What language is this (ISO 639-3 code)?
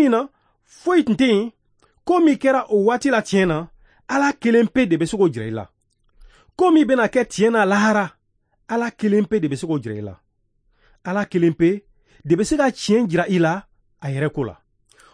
bam